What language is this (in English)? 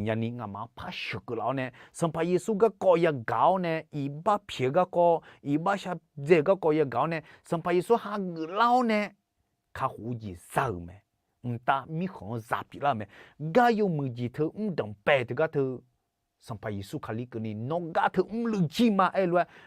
Akha